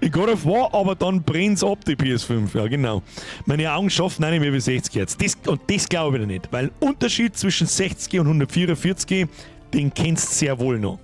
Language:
Bavarian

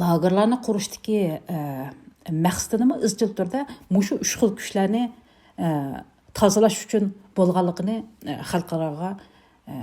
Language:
Uyghur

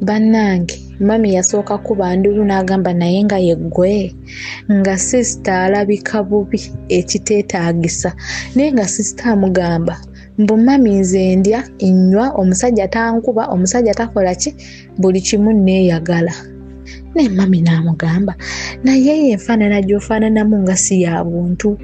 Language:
Ganda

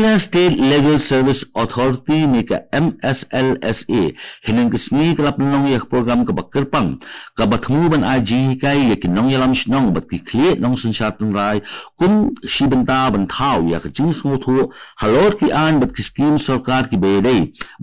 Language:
Khasi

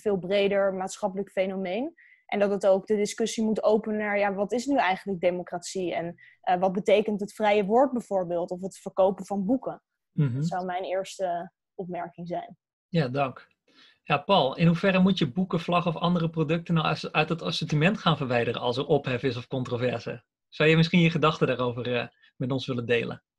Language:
Dutch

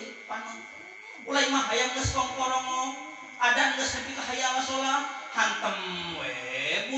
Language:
Sundanese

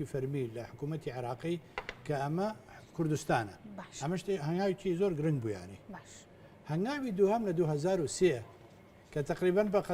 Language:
Central Kurdish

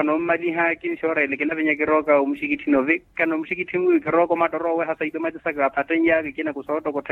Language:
Makhuwa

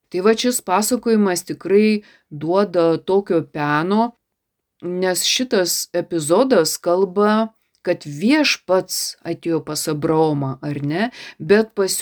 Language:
Lithuanian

